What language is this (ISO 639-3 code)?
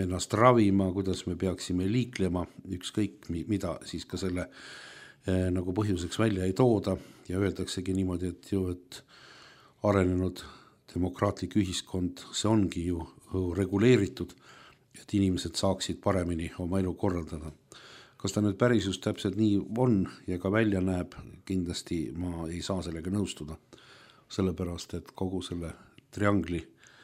est